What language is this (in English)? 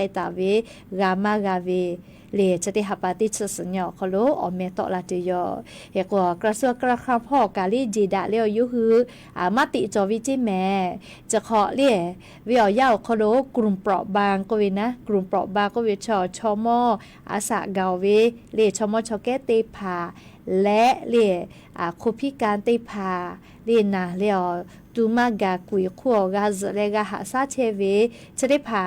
Lahu